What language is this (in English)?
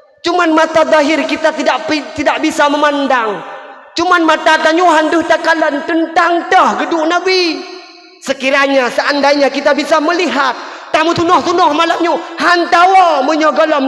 Achinese